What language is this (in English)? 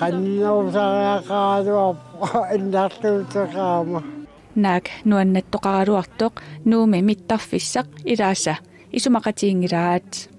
Kalaallisut